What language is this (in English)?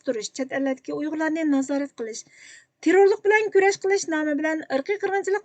Uyghur